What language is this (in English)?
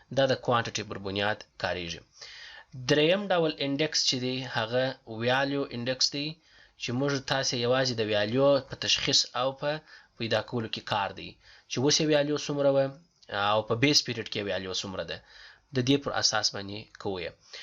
Pashto